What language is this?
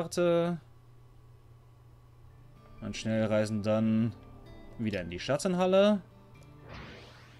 German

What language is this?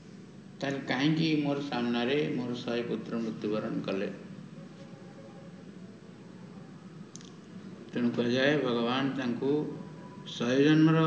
Odia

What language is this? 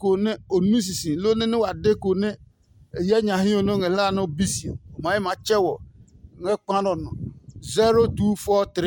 Adangme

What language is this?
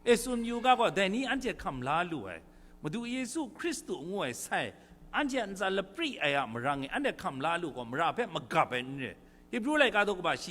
Kachin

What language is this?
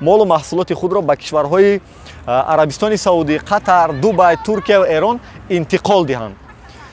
Tajik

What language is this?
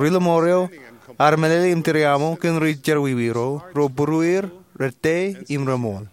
Marshallese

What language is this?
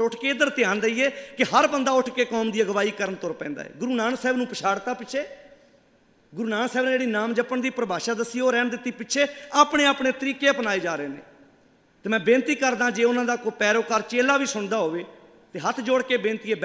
Punjabi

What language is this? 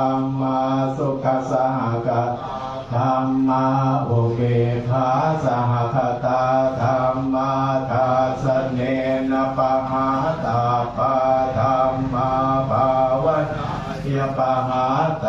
Pali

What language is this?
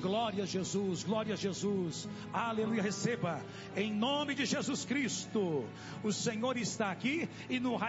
Portuguese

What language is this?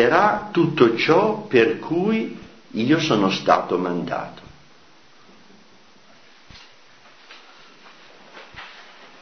Italian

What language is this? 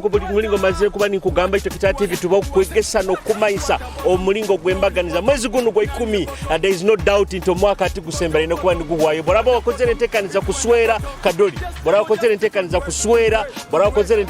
Nyoro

